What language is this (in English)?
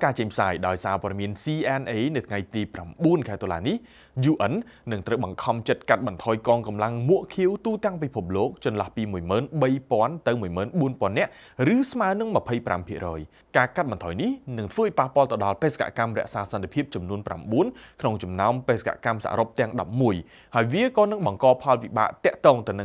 Khmer